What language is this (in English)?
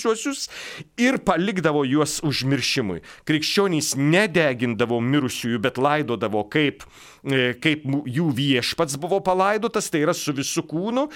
Lithuanian